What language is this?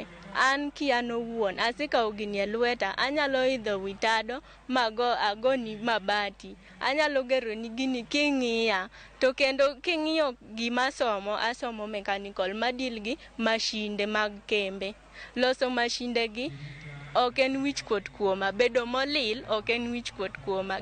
Luo (Kenya and Tanzania)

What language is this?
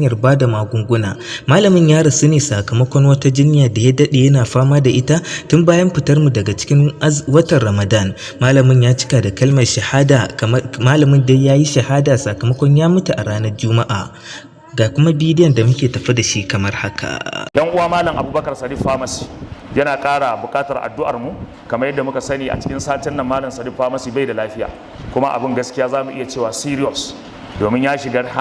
Hausa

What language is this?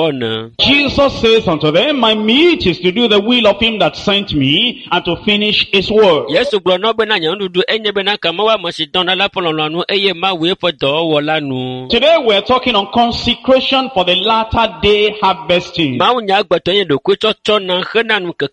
Ewe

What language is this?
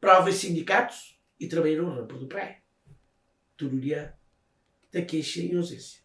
Kabuverdianu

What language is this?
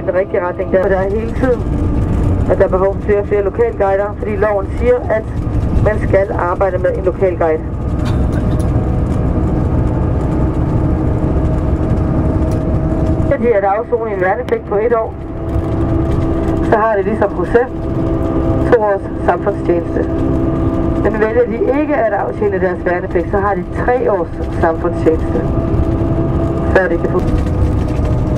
Danish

